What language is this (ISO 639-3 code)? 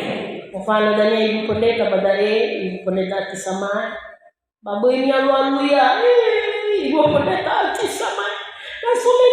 nia